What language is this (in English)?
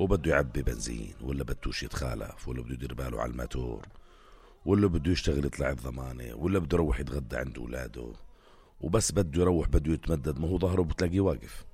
North Levantine Arabic